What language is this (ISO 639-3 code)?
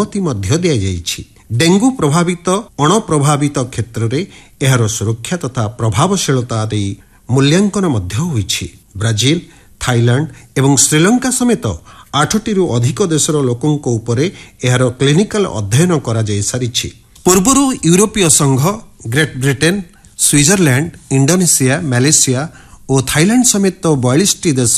ori